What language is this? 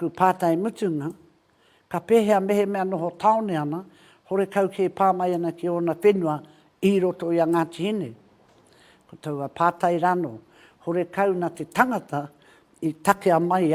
Māori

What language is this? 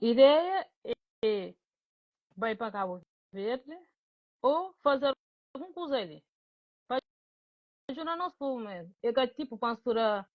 Kabuverdianu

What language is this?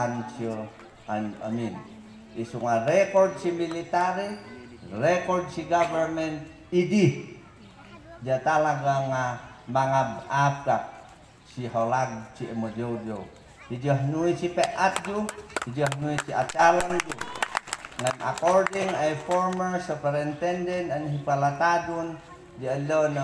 Mayoyao Ifugao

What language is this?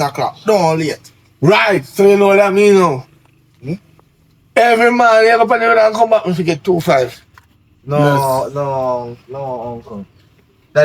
Jamaican Creole English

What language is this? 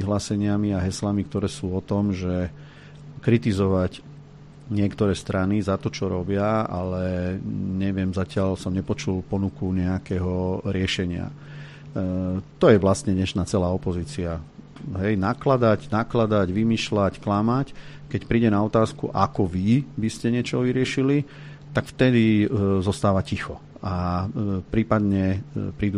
Slovak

